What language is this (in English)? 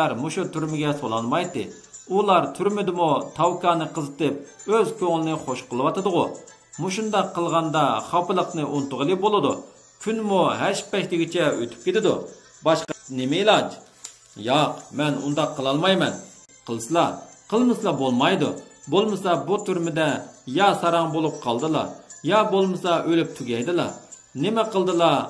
Uyghur